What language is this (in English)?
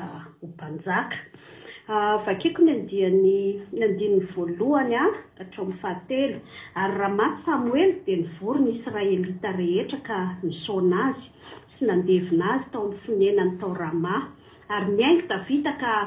Malagasy